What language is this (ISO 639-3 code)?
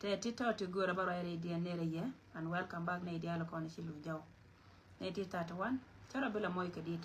nus